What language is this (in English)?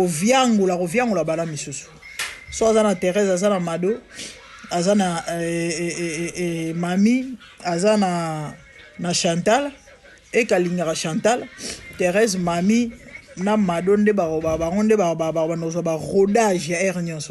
Lingala